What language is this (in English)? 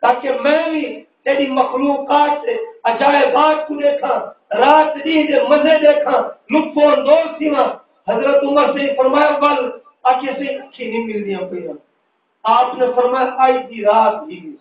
Saraiki